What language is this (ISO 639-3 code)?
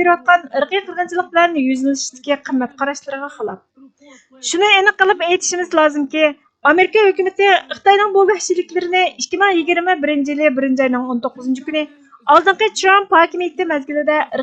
uig